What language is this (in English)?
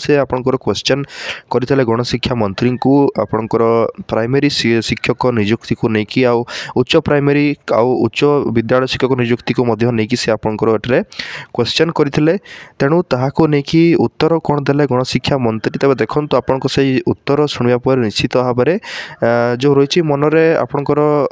Odia